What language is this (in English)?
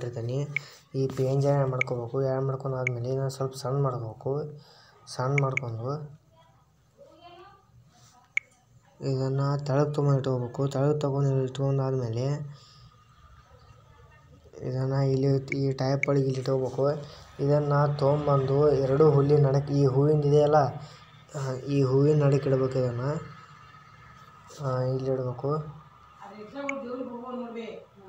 Kannada